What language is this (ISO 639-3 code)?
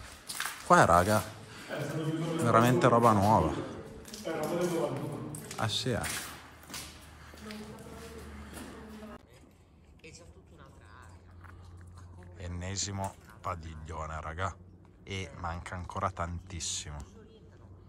ita